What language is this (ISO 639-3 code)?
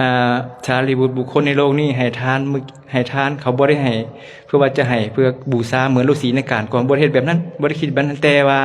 lao